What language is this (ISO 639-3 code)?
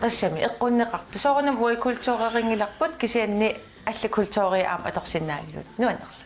kal